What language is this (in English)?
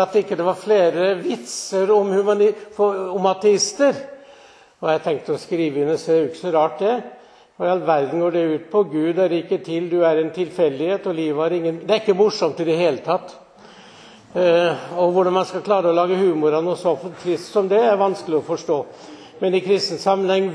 Norwegian